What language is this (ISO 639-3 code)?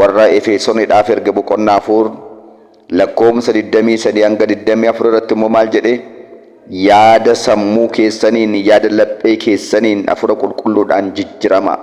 orm